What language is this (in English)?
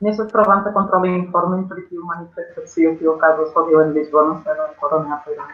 Esperanto